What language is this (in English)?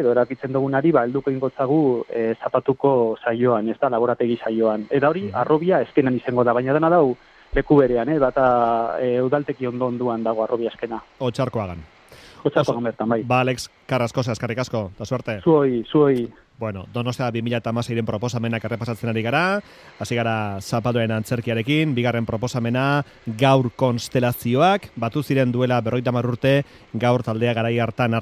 Basque